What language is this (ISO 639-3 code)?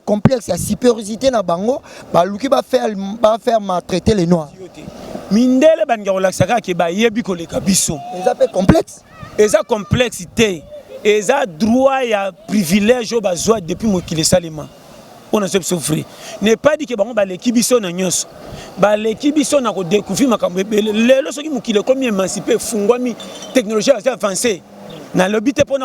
lin